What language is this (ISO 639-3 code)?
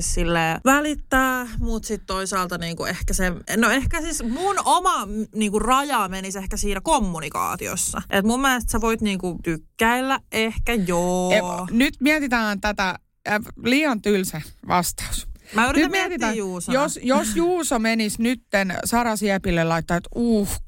fin